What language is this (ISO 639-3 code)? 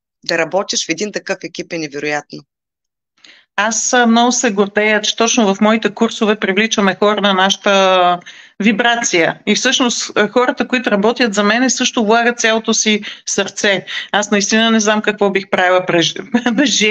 bul